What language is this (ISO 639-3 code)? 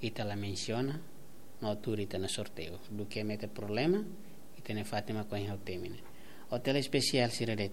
tet